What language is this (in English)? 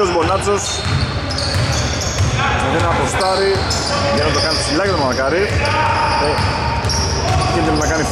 Greek